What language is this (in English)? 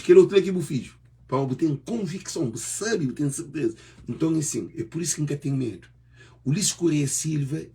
Kabuverdianu